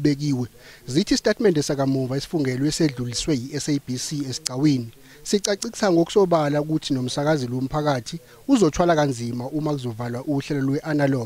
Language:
Zulu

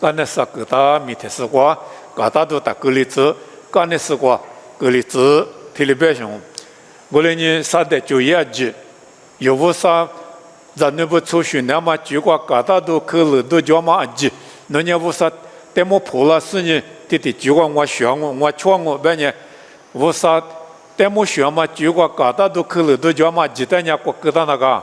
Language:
Lisu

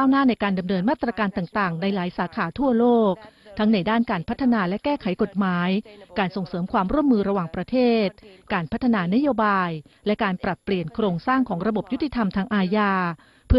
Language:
Thai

